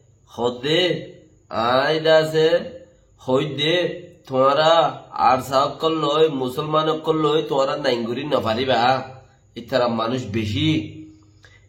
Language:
Rohingya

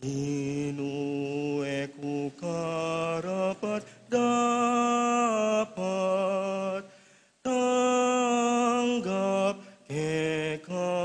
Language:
Pampanga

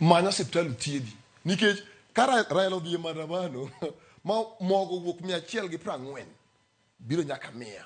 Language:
Luo (Kenya and Tanzania)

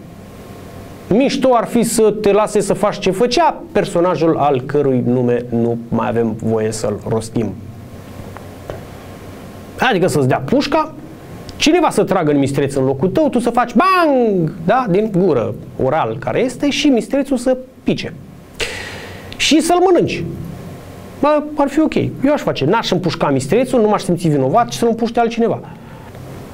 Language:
Romanian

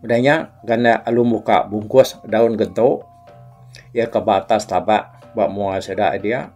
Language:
Iban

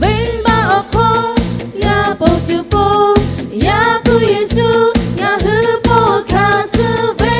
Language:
Lahu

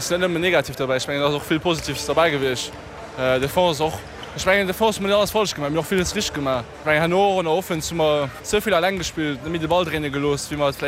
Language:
Luxembourgish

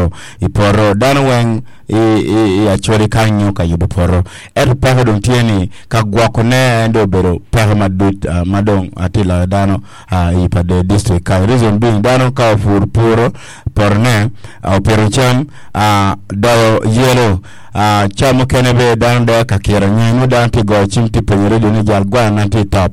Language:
Acoli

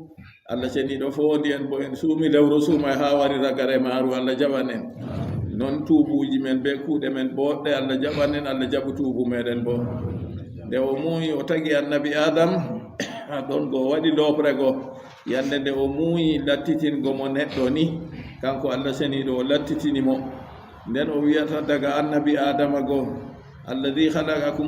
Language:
Fula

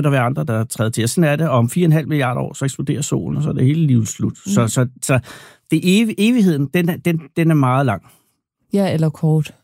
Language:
Danish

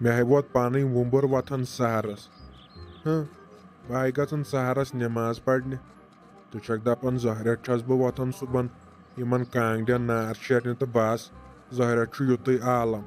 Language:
Kashmiri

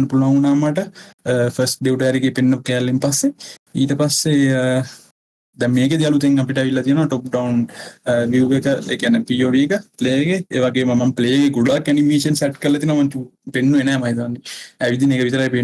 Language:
Sinhala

